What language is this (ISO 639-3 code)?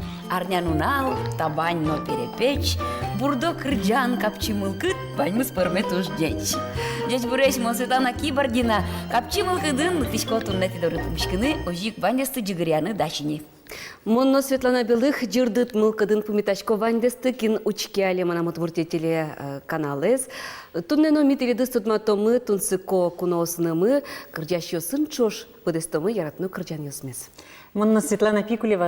udm